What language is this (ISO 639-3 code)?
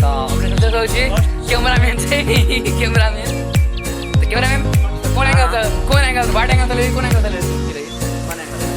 mai